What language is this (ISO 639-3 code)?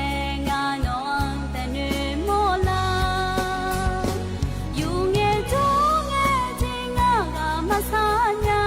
ahk